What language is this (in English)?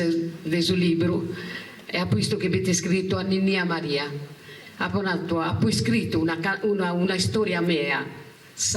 Sardinian